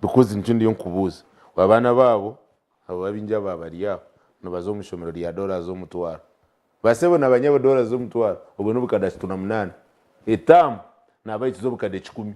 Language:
Nyankole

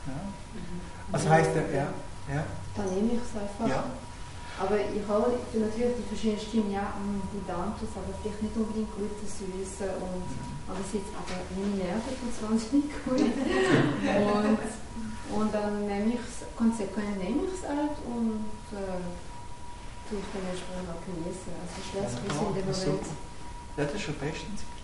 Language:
German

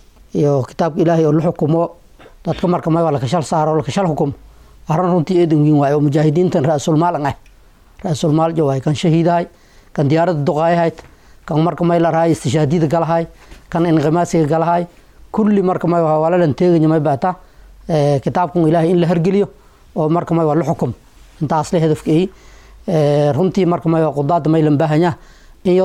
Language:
Somali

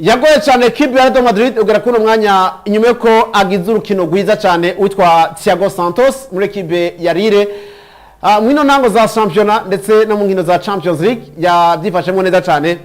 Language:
Rundi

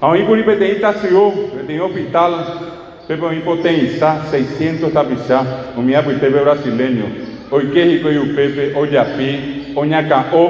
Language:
Guarani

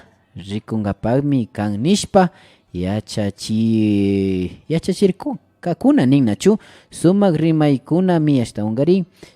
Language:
Imbabura Highland Quichua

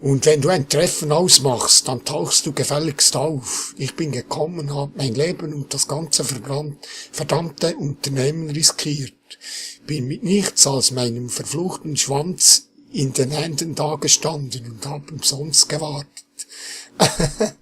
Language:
Swiss German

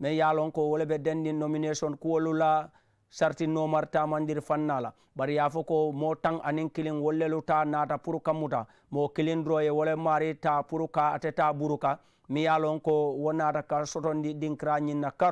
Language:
Mandingo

